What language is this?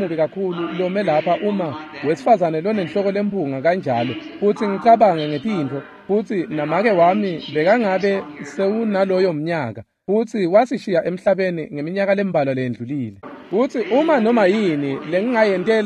Swati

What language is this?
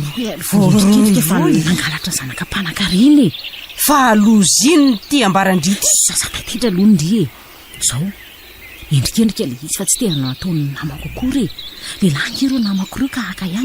Malagasy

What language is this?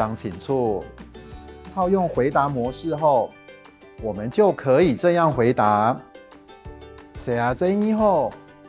Hakka Chinese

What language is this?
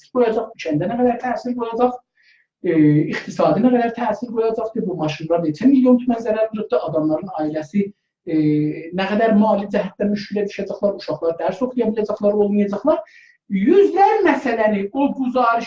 South Azerbaijani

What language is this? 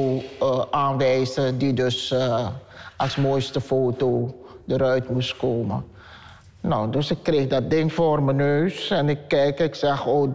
Dutch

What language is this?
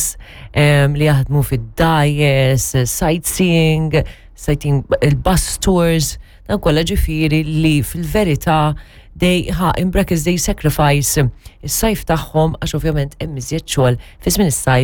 Maltese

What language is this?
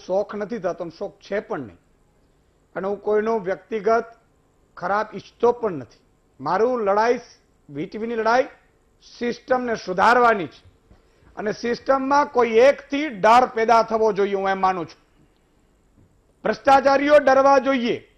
Gujarati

